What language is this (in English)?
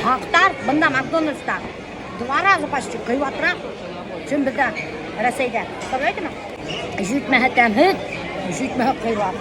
Bashkir